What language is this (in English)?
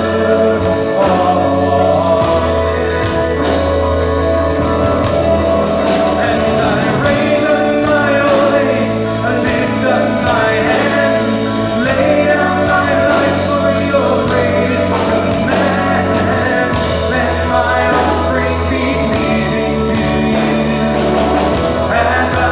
English